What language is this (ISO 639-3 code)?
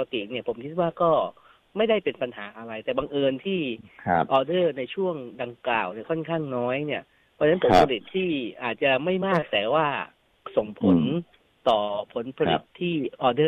tha